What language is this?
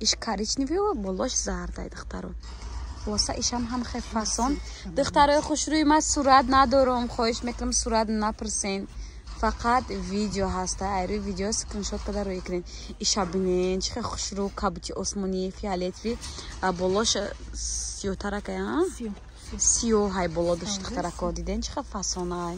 Tajik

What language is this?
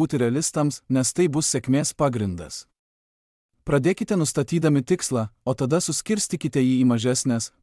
Lithuanian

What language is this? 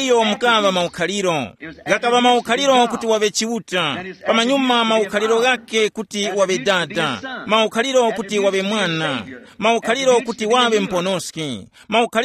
Tumbuka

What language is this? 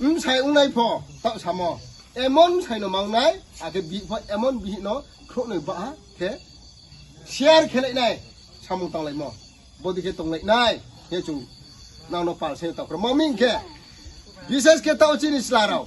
Riang (India)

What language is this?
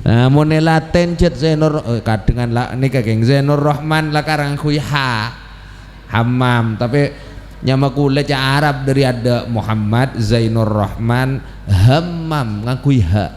Madurese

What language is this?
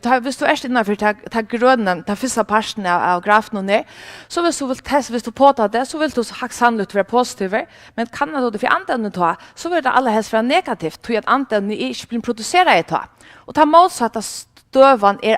Faroese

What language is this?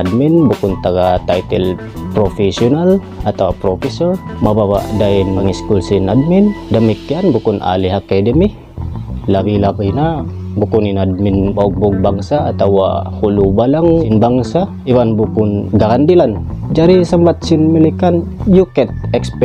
Tausug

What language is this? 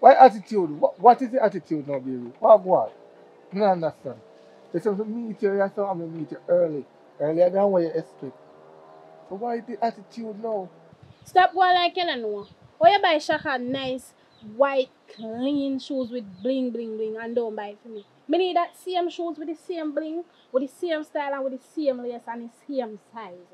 Jamaican Creole English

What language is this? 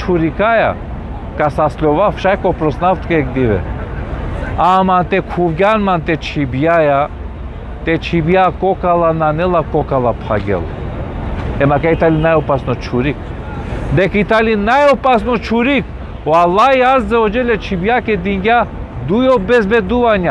Balkan Romani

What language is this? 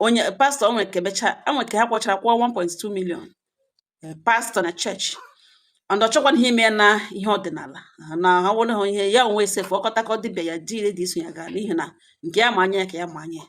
Igbo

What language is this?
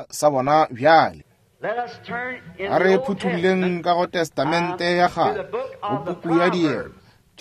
Northern Sotho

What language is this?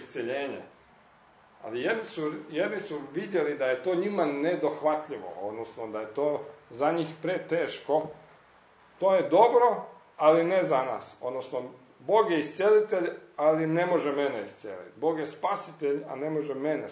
Croatian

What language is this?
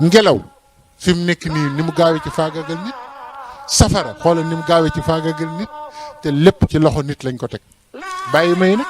Wolof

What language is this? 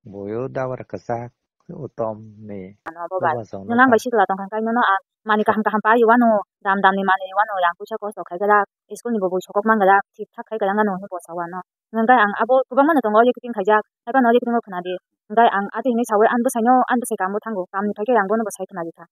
Kok Borok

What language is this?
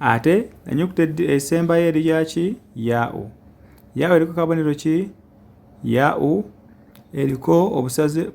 Ganda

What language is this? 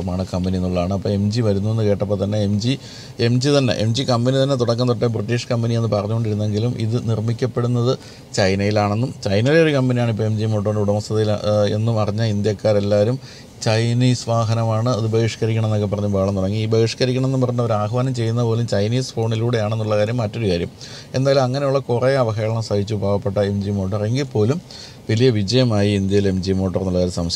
Malayalam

